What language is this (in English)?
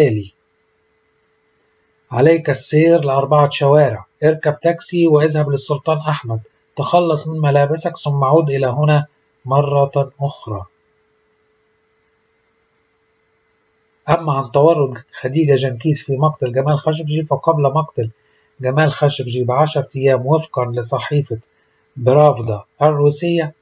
Arabic